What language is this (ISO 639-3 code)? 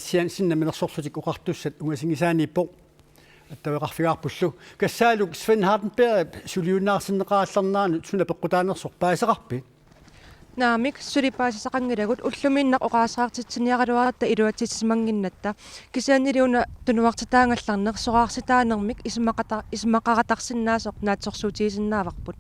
kal